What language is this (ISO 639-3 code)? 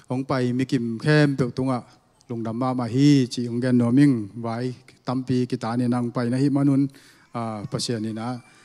ctd